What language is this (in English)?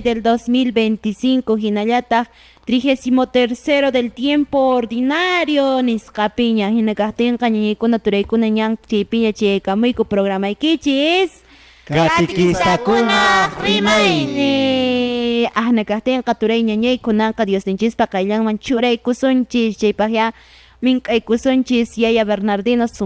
Quechua